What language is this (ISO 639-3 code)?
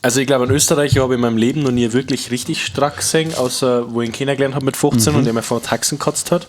bar